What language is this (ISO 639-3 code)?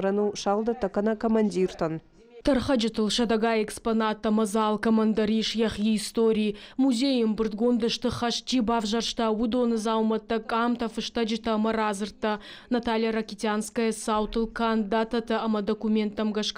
oss